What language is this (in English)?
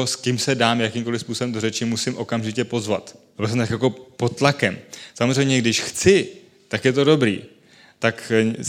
Czech